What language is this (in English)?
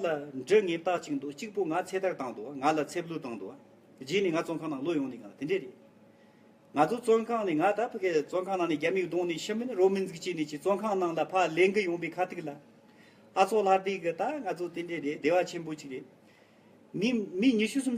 Tibetan